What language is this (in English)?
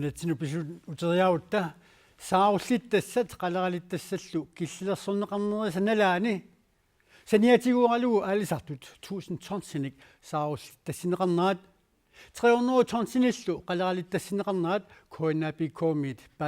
Kalaallisut